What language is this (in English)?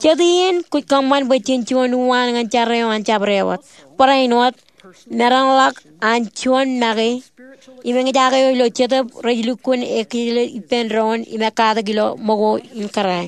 Marshallese